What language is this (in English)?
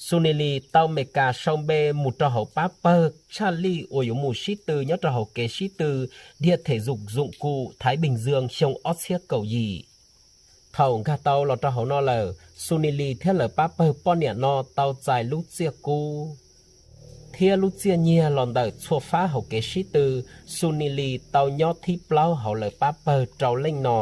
Hmong